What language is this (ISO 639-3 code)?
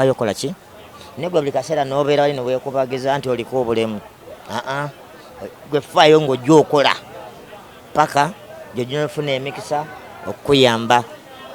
lug